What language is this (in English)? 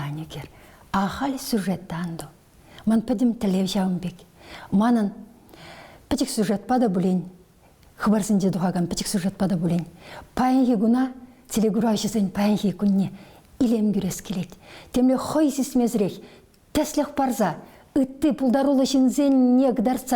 Chuvash